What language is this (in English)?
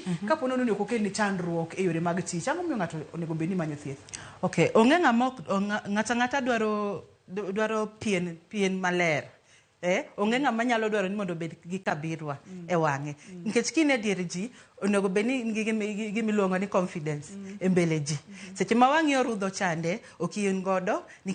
Luo (Kenya and Tanzania)